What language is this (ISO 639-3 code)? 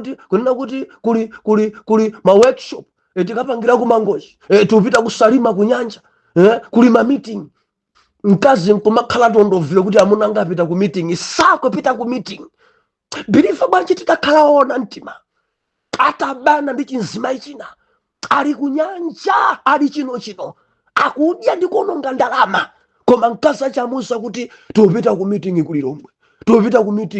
nya